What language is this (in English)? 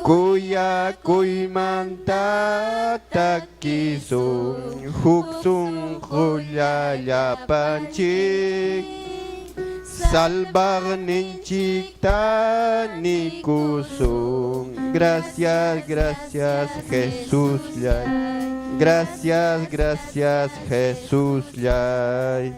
Ayacucho Quechua